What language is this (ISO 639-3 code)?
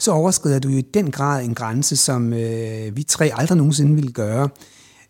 dan